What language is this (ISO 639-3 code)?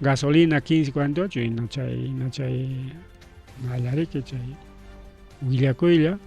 quy